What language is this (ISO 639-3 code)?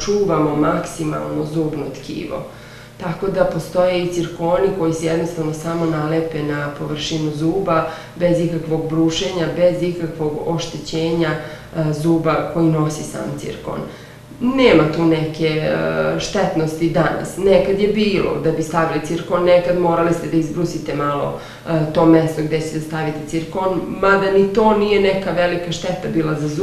srp